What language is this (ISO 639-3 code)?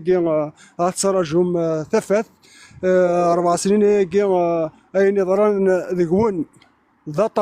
kab